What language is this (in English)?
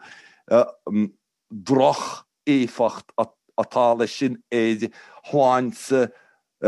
Irish